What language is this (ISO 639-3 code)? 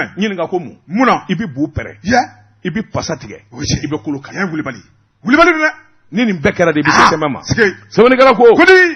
bam